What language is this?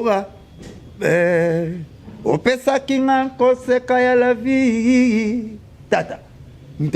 Lingala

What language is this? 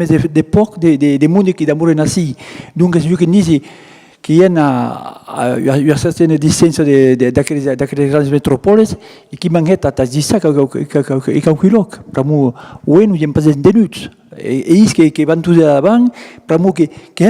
Occitan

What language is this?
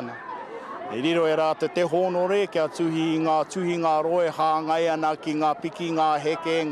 Māori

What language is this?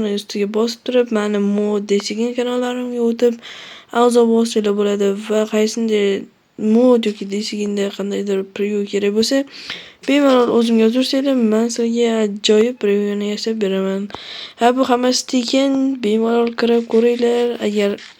Uzbek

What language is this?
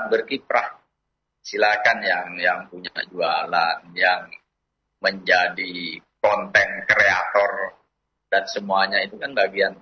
Indonesian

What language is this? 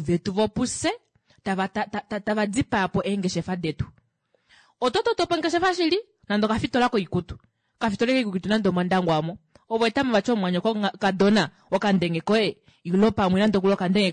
Kuanyama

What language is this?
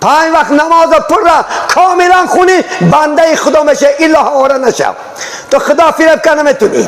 Tajik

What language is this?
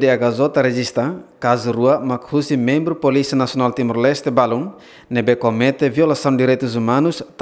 Tetum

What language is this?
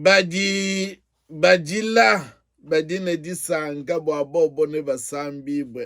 Luba-Lulua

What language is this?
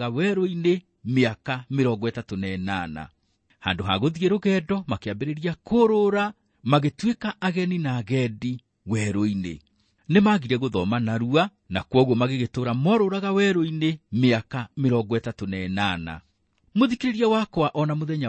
Kikuyu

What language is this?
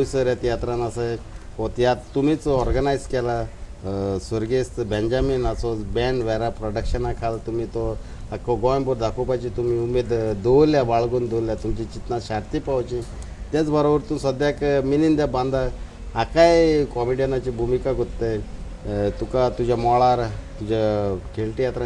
Konkani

